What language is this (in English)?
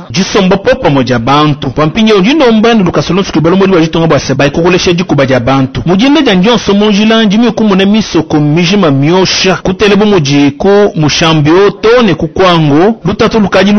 Luba-Lulua